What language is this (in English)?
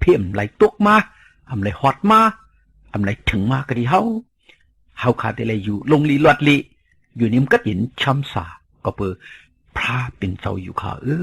Shan